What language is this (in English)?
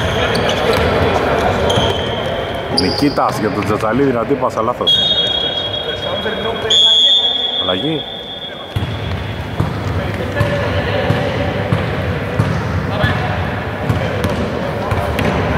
Greek